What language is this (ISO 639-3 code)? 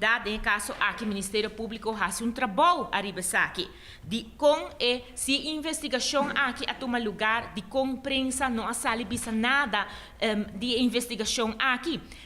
pap